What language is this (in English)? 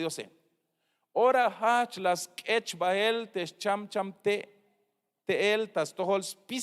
Tzeltal